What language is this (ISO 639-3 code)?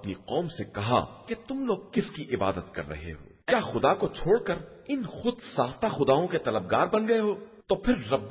urd